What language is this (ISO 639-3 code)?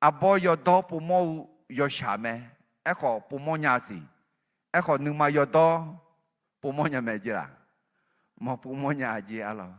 ahk